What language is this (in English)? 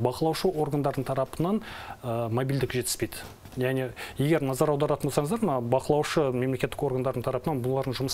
Kazakh